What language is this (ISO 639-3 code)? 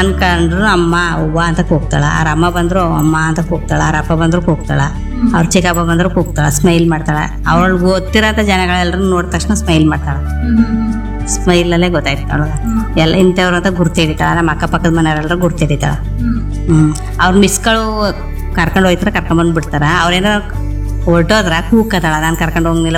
kan